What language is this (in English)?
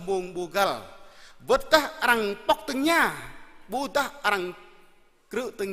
Jarai